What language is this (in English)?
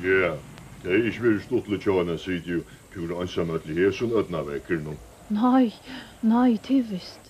Faroese